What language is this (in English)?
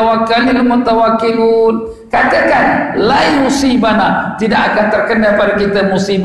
Malay